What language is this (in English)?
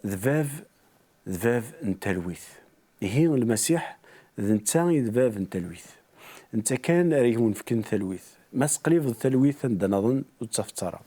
Kabyle